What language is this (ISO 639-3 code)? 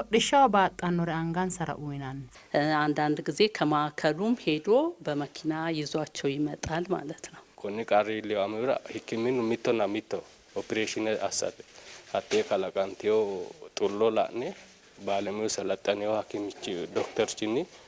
sid